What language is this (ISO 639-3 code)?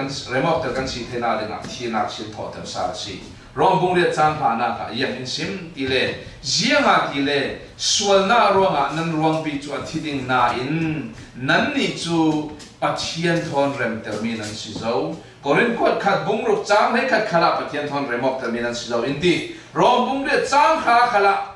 cfm